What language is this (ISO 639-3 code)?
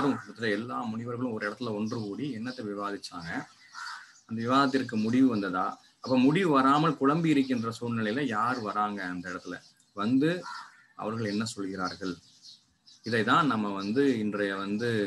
tam